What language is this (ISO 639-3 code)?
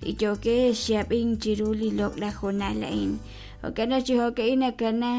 kek